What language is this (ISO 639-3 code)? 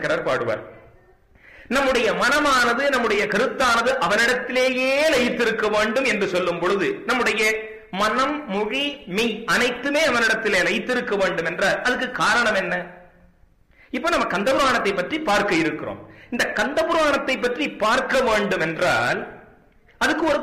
tam